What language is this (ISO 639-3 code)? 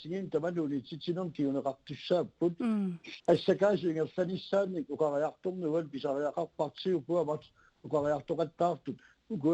kal